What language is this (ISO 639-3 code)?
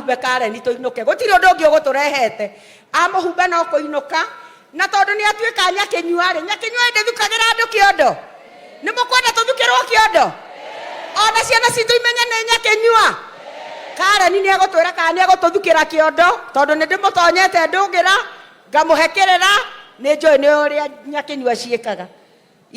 kik